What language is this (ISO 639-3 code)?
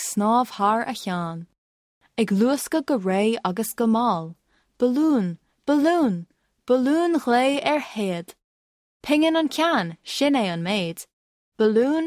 gle